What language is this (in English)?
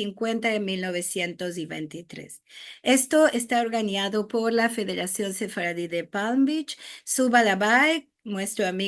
Ladino